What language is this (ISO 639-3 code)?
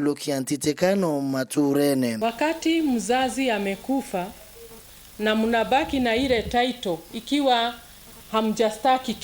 mer